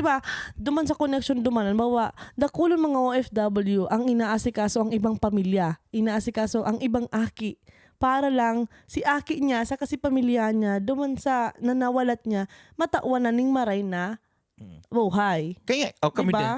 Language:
Bikol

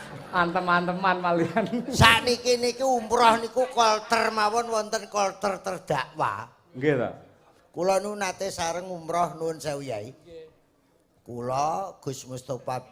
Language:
Javanese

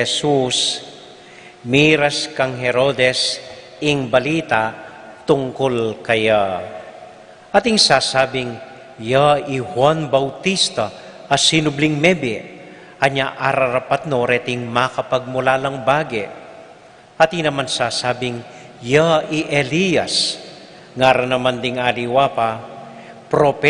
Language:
Pampanga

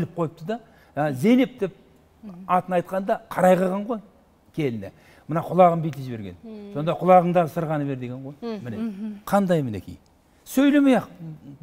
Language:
Kazakh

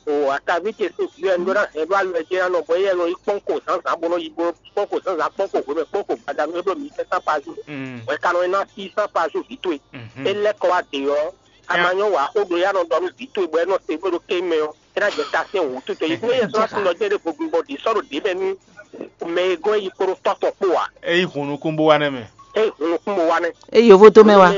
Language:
Fon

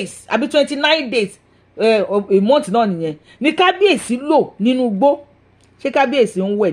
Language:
Yoruba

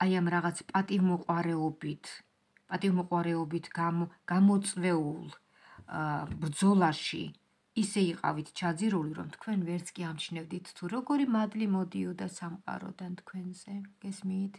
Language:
Georgian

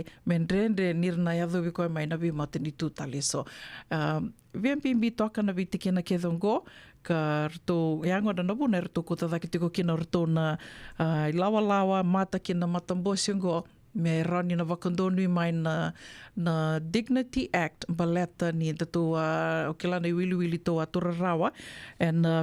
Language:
Fijian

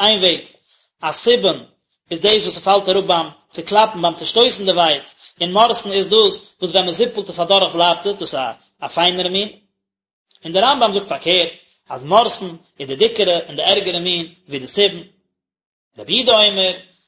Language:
Yiddish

